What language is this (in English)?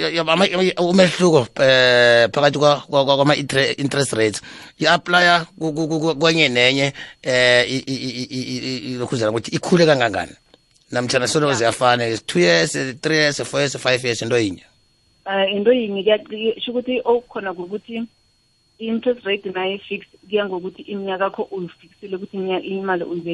South Ndebele